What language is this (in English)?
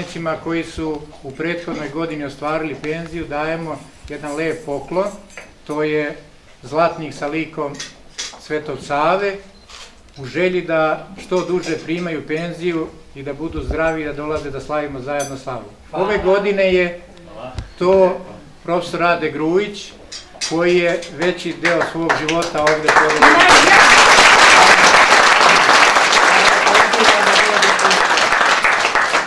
Serbian